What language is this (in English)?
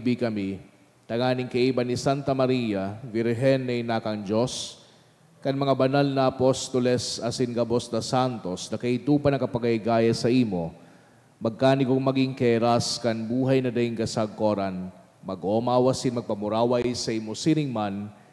Bikol